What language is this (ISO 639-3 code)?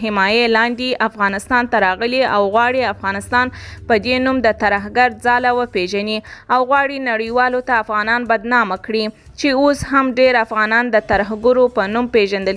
pus